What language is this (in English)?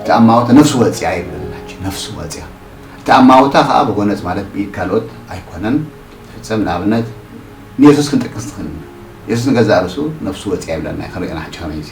Tigrinya